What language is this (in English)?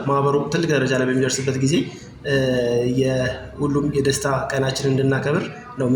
Amharic